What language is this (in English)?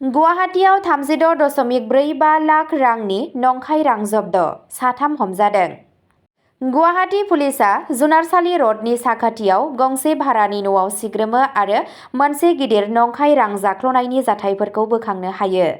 Bodo